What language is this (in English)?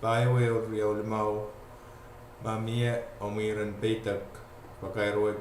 Pohnpeian